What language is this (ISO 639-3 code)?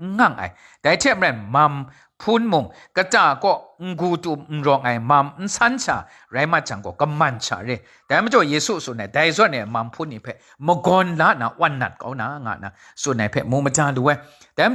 kac